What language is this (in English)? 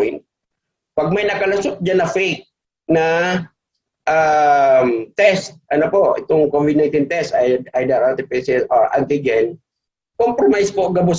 Bikol